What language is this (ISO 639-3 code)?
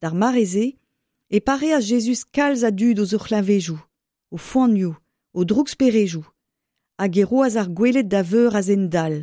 bre